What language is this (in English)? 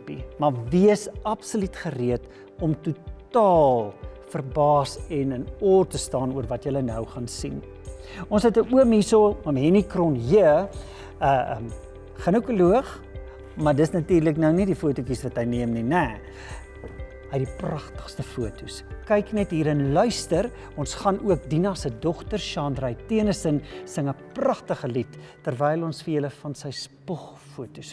Afrikaans